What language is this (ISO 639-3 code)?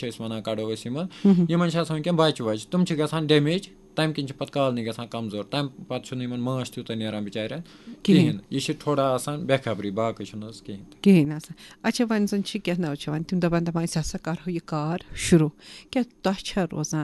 kas